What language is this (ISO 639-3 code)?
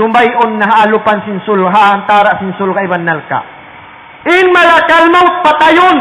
tsg